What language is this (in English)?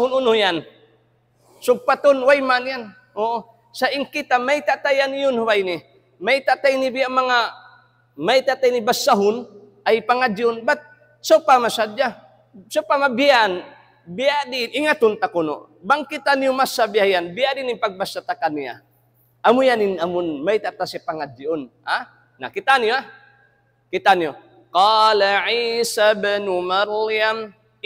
Tausug